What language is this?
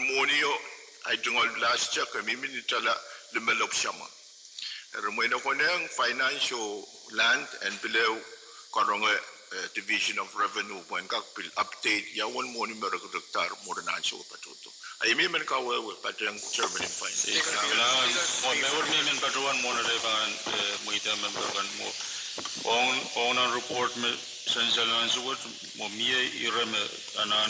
Pohnpeian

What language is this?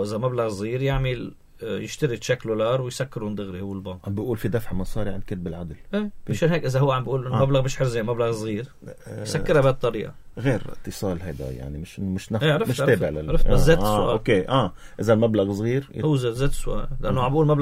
North Levantine Arabic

